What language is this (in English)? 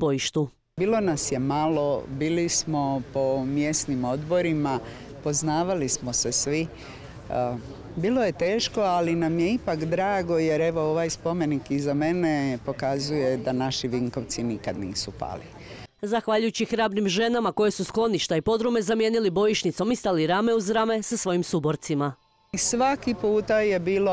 Croatian